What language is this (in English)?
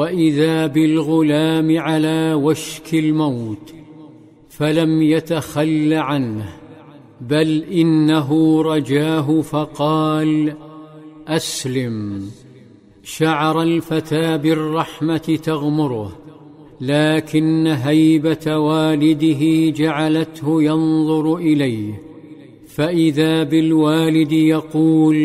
Arabic